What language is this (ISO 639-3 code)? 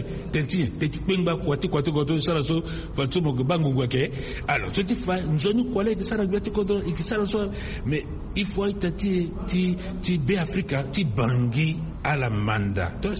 sag